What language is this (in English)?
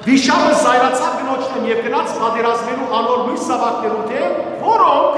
Western Armenian